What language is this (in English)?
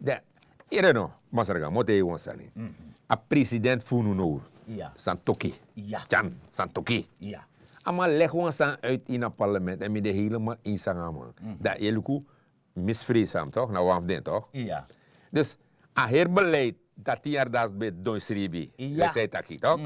Sranan Tongo